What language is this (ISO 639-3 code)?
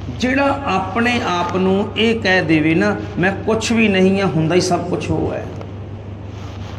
pan